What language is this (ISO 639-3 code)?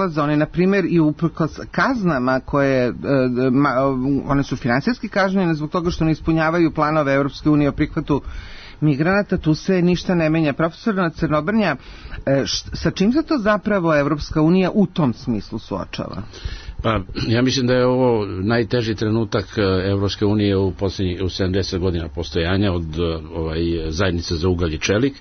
srp